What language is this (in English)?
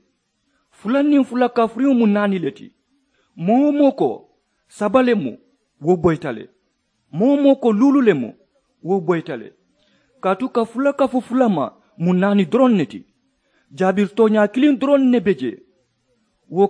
Mandingo